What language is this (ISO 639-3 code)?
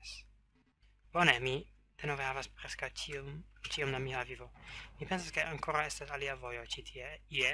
epo